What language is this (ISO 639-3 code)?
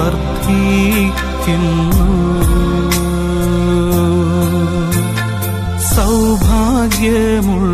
mal